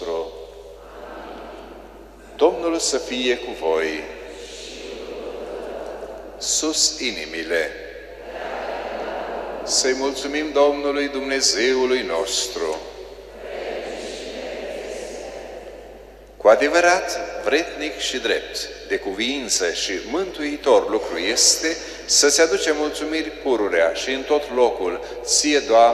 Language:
Romanian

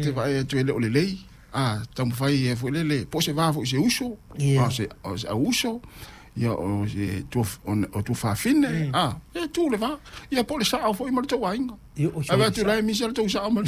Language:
Samoan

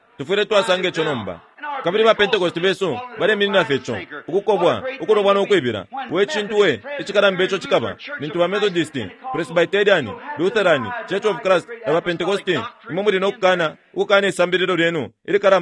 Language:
Bemba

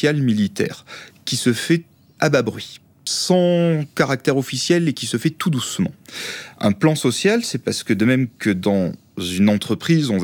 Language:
French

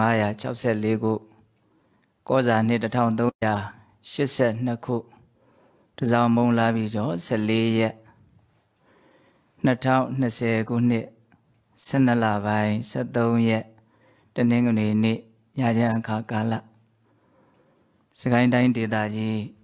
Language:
Burmese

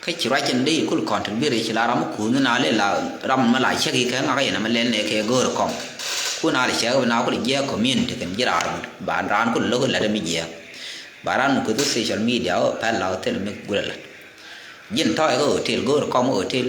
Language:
Nuer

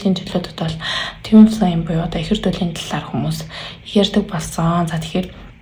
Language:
Mongolian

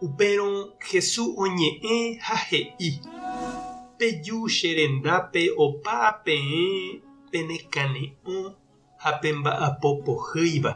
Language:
Guarani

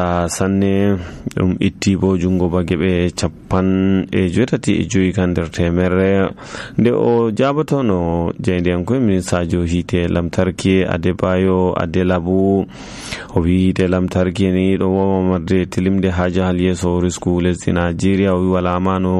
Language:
Nigerian Fulfulde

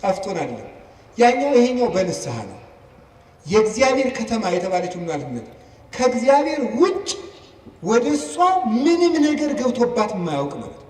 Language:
Amharic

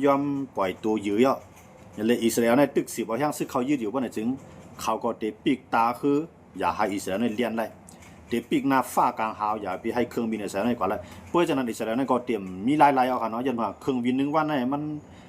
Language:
Shan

